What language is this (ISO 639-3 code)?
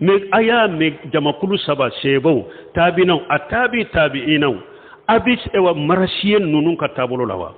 bam